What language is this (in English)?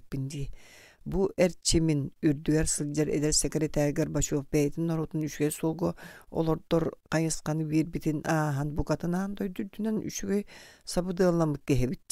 Yakut